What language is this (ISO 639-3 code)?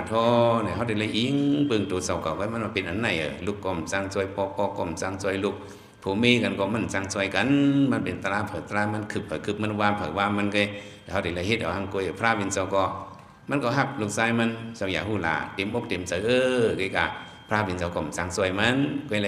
shn